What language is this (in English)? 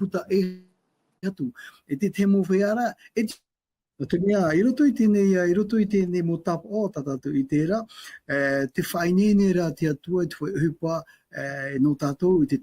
Tahitian